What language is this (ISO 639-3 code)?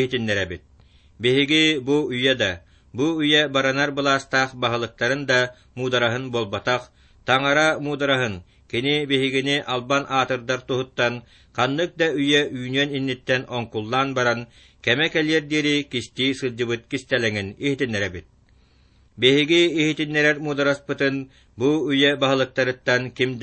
sah